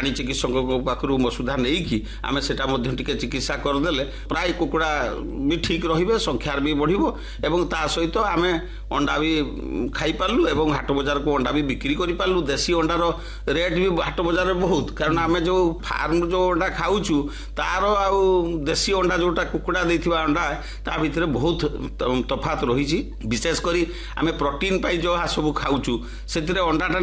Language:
Odia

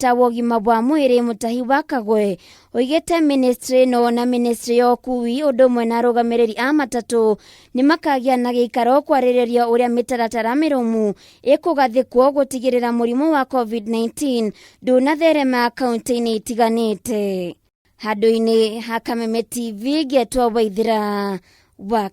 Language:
Kikuyu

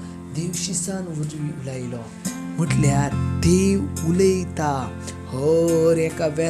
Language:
Konkani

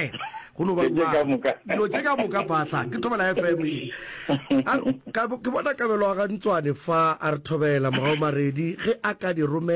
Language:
Northern Sotho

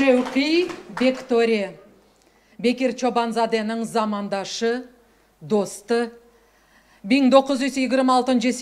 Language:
Crimean Tatar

